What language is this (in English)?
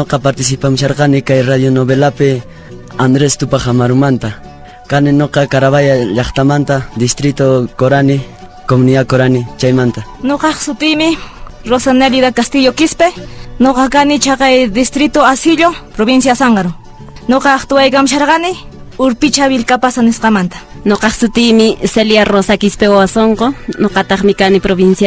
Quechua